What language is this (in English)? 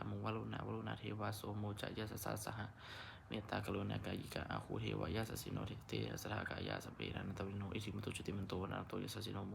Pali